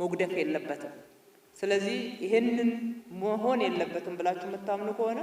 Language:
Amharic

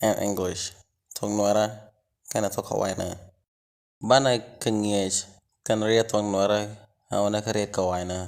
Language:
Nuer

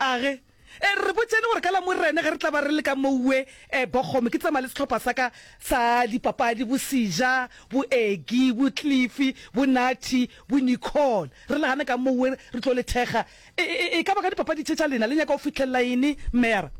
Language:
Northern Sotho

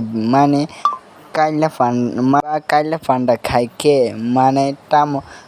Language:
Kok Borok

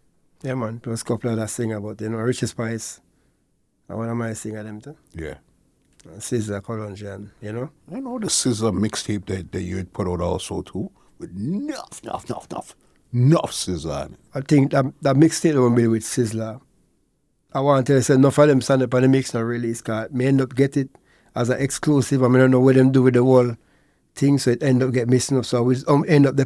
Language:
Jamaican Creole English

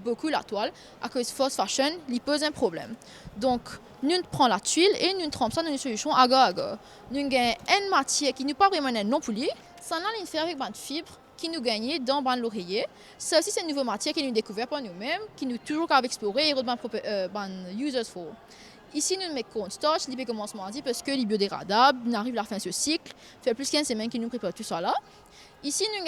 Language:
Morisyen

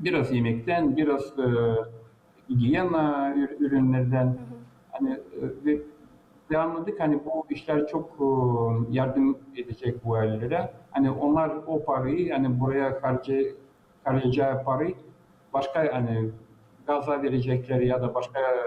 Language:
Gagauz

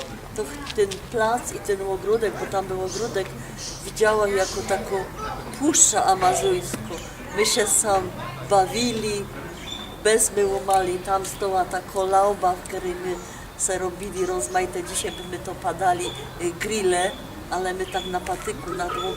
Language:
Silesian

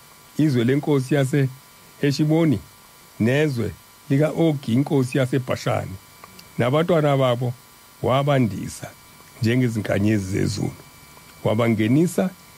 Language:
Zulu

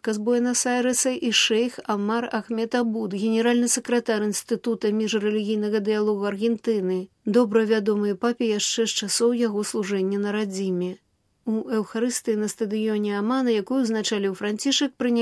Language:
Belarusian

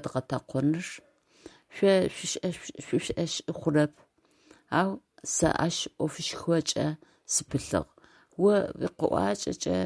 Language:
Adyghe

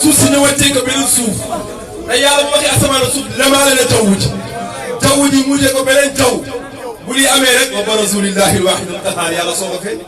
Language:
Wolof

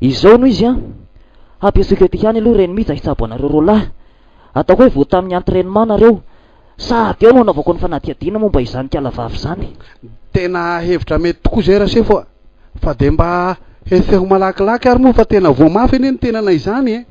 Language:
Malagasy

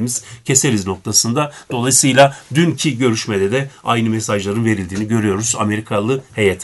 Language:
Turkish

